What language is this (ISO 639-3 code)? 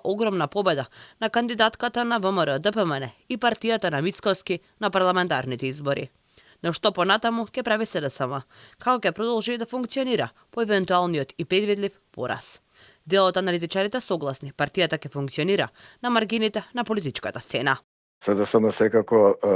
mkd